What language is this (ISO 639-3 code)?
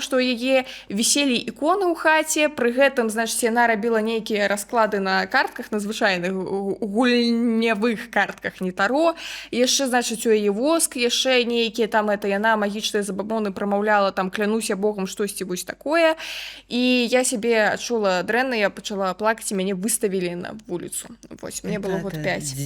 bel